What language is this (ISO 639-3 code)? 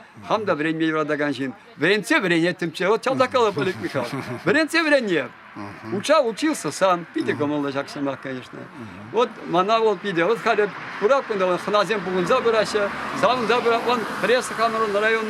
chv